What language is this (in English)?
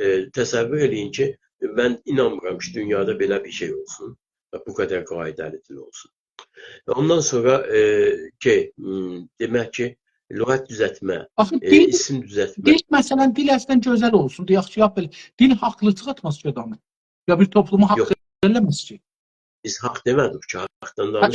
South Azerbaijani